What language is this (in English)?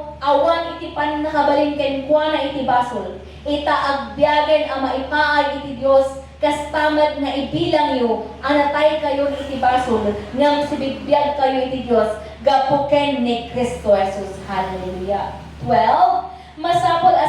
Iloko